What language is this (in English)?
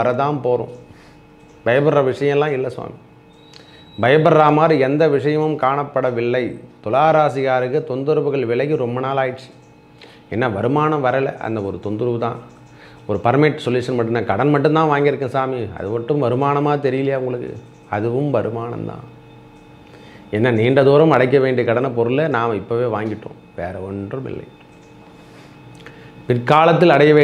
Tamil